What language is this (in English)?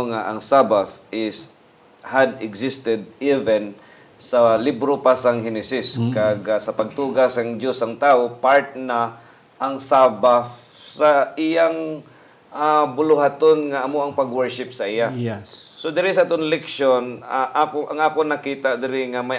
Hiligaynon